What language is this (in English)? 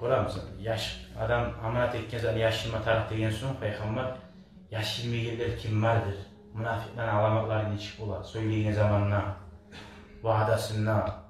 Kumyk